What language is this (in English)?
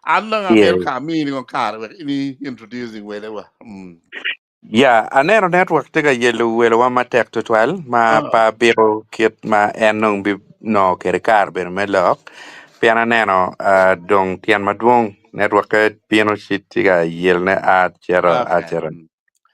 Acoli